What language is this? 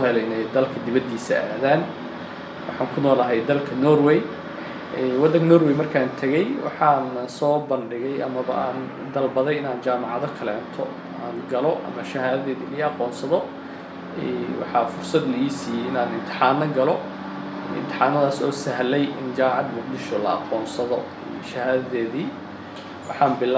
Somali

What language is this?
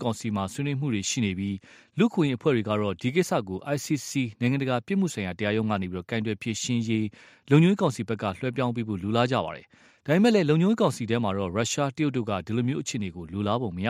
Burmese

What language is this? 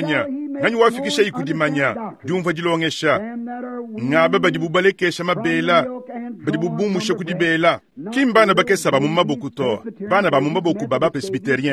Luba-Lulua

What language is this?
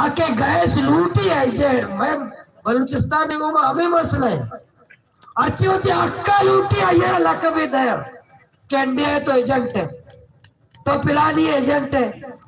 Baluchi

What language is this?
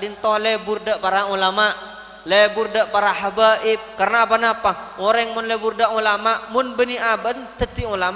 Madurese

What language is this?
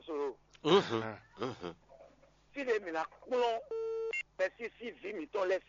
Fon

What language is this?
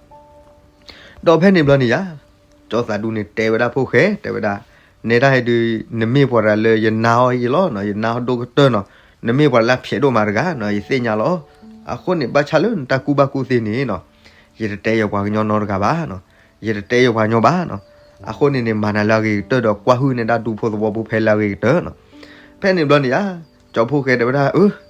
S'gaw Karen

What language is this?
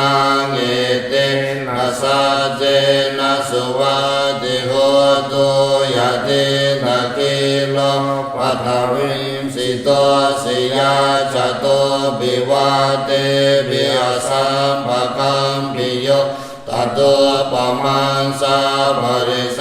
Pali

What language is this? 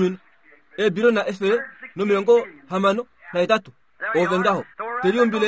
Kuanyama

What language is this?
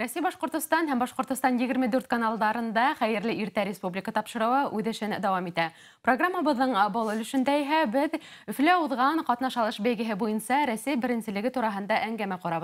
Bashkir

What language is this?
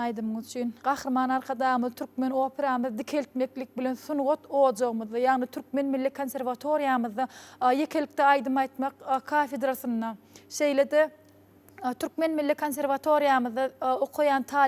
Turkmen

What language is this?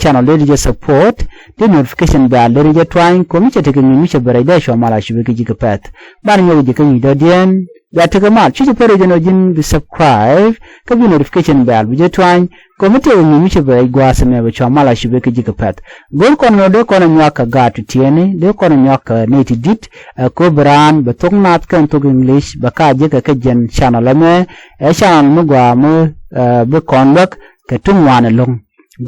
Nuer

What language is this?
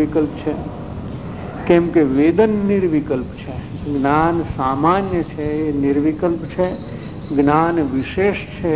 Gujarati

